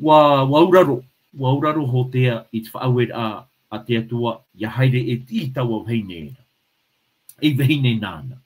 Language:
Tahitian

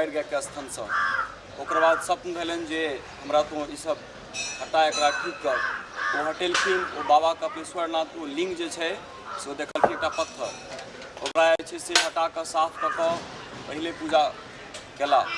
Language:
Maithili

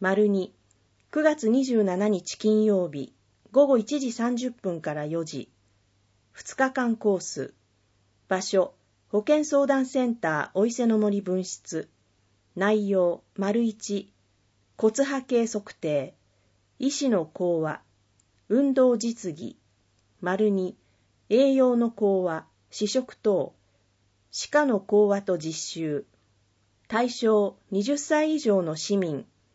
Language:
Japanese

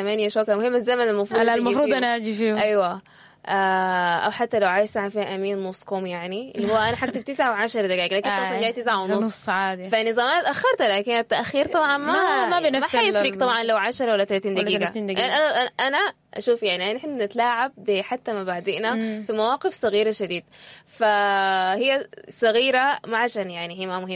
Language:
Sudanese Arabic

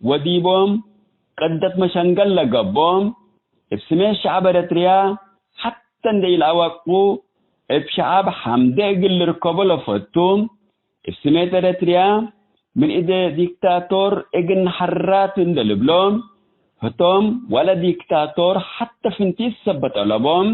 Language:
Tigre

